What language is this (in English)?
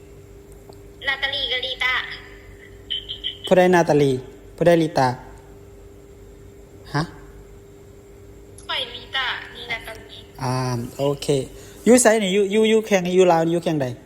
Lao